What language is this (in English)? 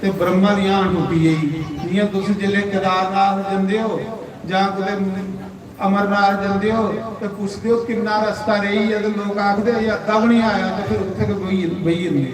Dogri